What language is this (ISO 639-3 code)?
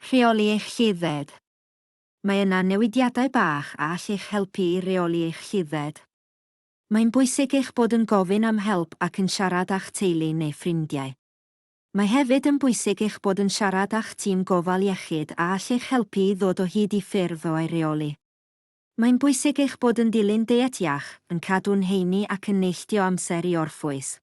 cym